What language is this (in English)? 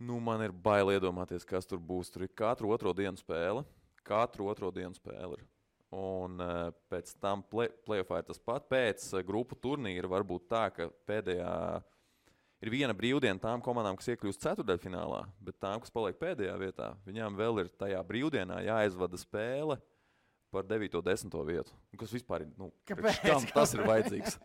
Latvian